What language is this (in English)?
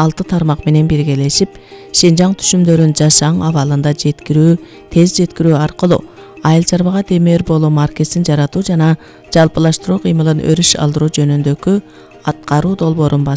Kyrgyz